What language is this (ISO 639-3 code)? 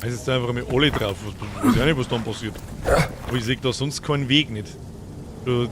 bar